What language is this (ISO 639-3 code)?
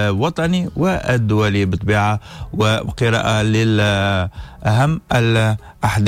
aeb